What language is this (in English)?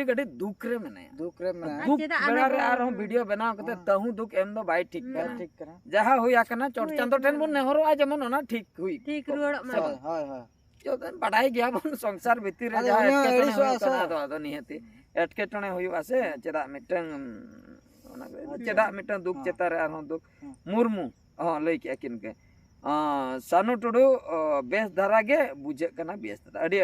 Santali